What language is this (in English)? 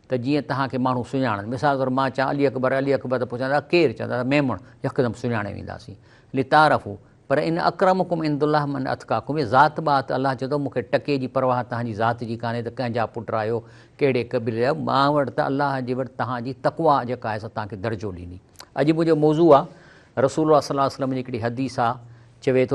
Sindhi